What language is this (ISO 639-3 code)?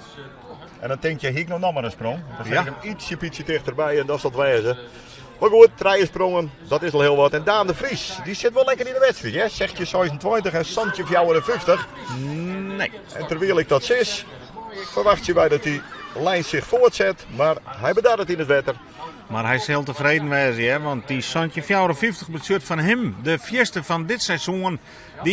fry